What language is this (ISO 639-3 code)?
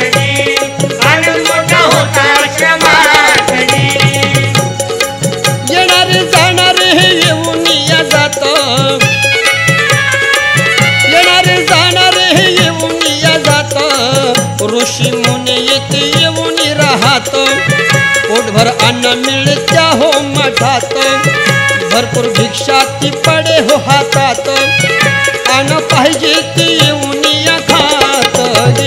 mar